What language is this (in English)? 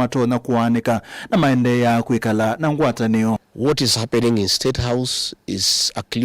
Kamba